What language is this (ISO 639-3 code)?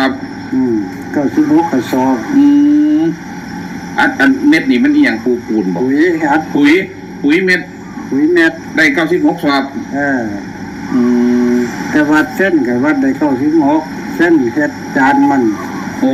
tts